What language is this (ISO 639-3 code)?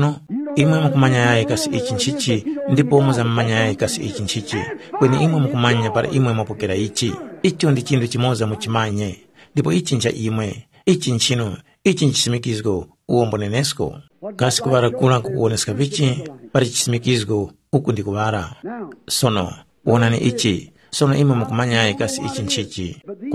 tum